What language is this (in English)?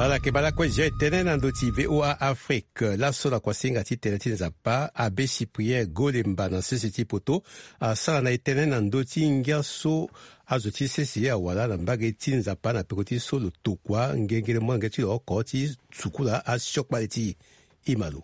Sango